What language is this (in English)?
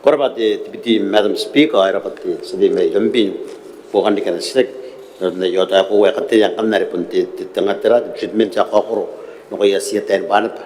Gilbertese